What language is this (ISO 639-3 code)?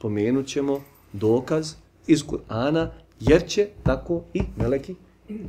bos